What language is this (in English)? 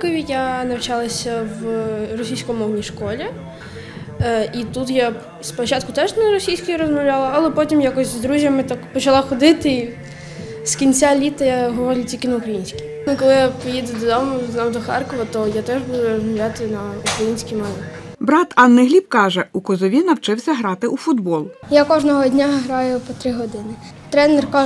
Ukrainian